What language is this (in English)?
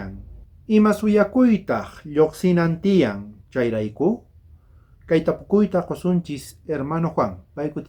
South Bolivian Quechua